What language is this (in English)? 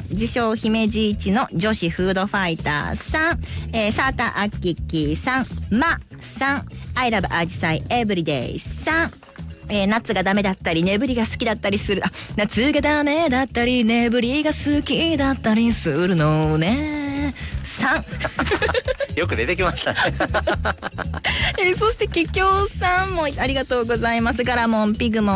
Japanese